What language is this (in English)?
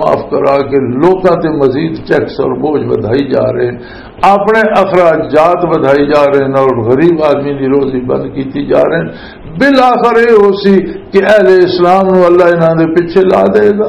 Western Panjabi